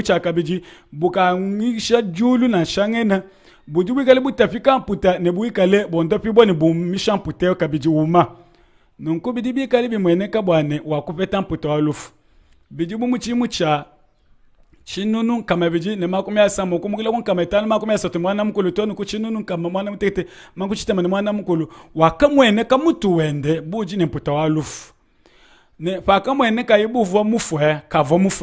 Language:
Luba-Lulua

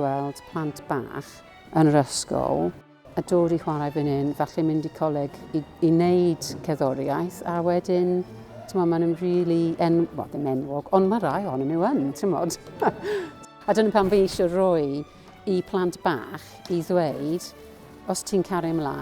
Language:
Welsh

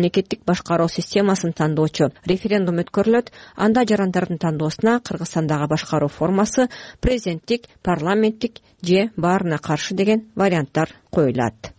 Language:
Kyrgyz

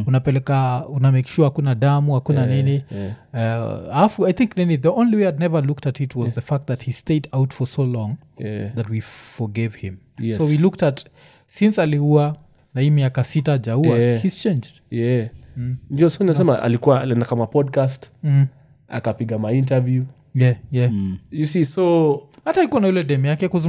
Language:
Swahili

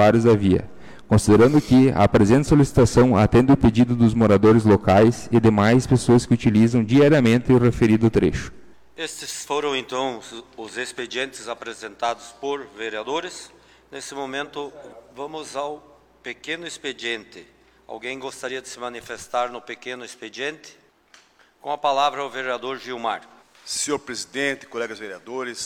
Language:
Portuguese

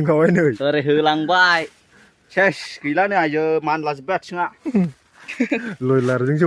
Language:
Bodo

